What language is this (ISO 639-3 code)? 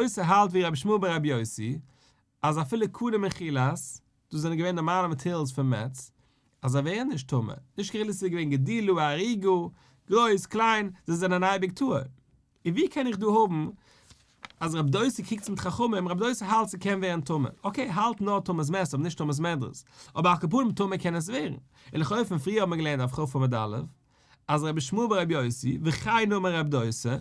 yid